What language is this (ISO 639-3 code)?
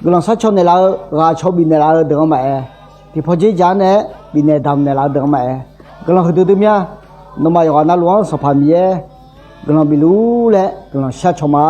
ahk